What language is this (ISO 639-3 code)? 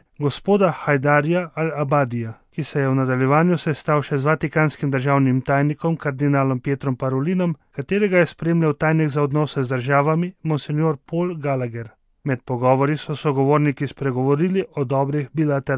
slv